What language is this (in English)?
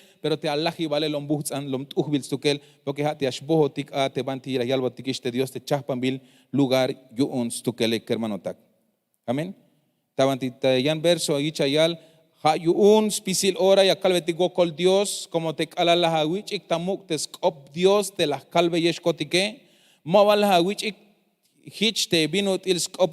Tzeltal